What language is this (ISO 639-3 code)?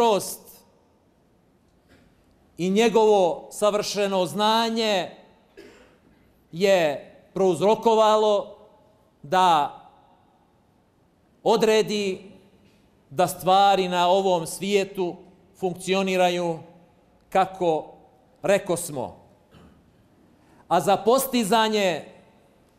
bos